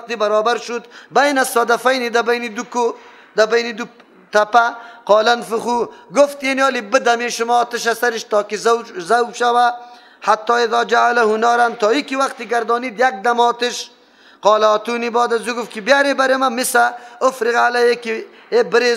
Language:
Persian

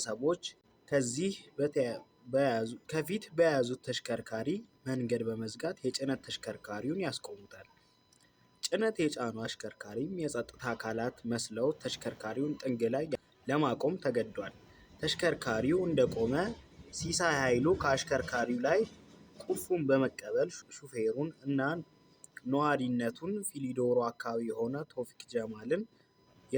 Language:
Amharic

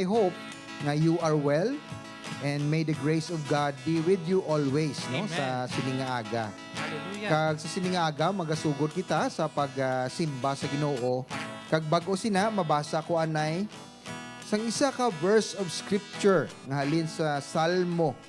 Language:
Hiligaynon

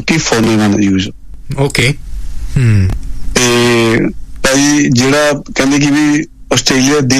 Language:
Punjabi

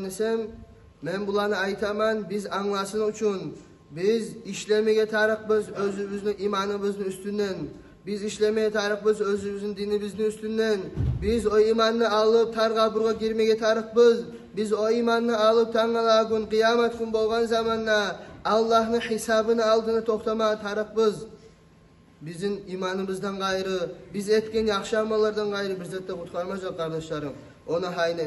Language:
Kumyk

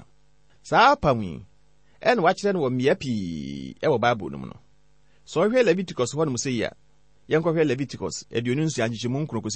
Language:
Akan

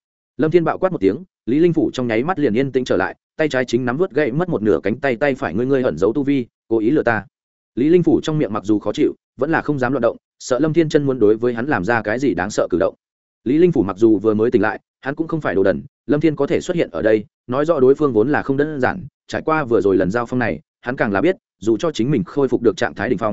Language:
Vietnamese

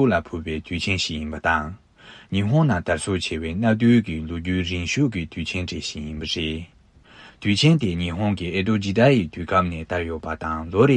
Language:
Tibetan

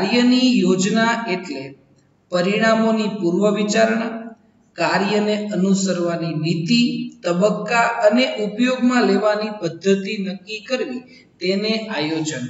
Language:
Gujarati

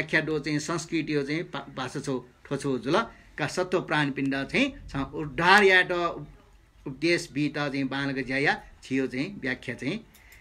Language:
Newari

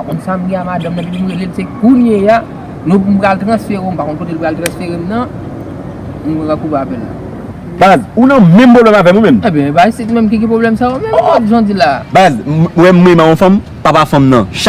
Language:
Haitian Creole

